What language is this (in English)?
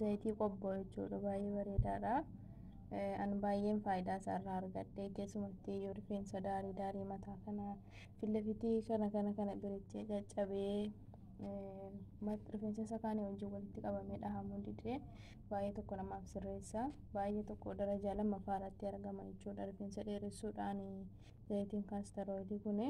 Oromo